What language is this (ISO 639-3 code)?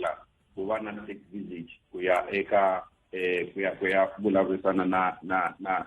tso